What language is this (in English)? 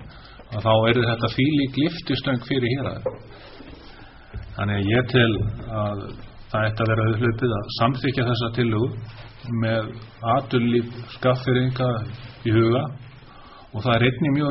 Icelandic